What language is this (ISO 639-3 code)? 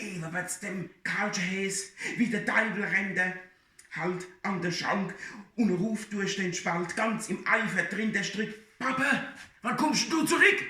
pfl